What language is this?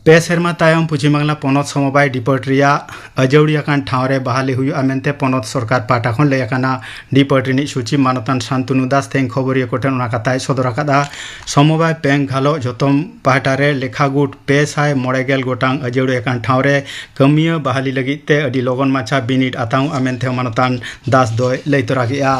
Santali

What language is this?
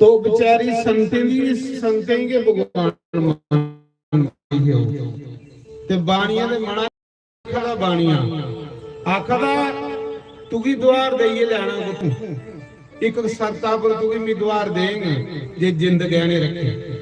Dogri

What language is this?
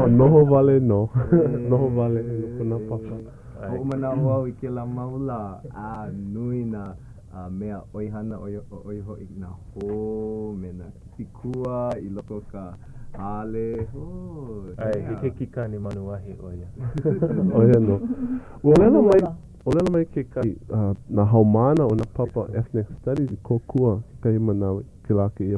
Hawaiian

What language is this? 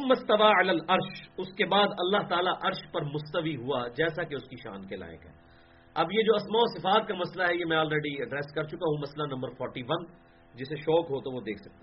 Urdu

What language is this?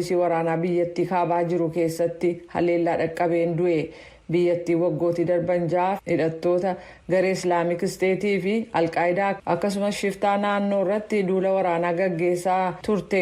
Oromo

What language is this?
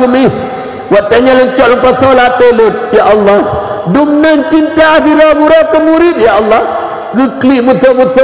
Achinese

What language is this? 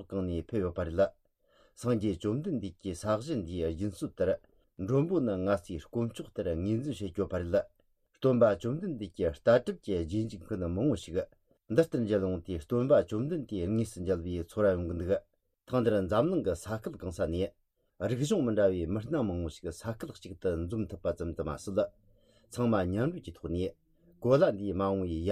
Tibetan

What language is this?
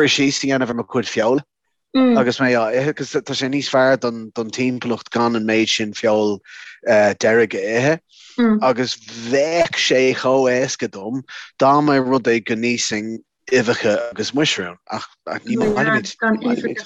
Irish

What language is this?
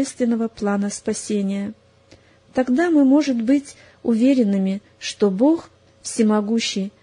Russian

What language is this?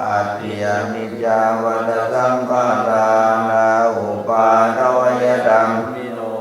Pali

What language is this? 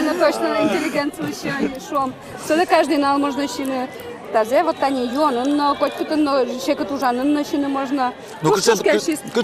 Udmurt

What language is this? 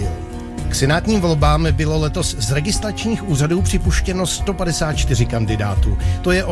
Czech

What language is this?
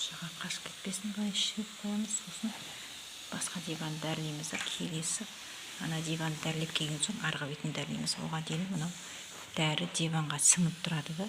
Kazakh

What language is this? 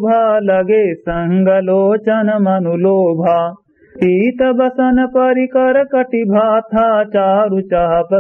Awadhi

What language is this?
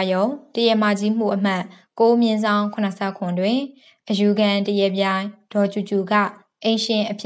Burmese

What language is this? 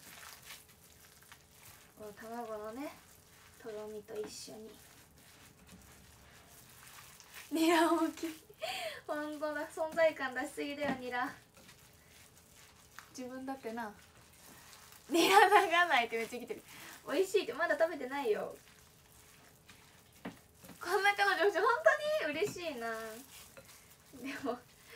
Japanese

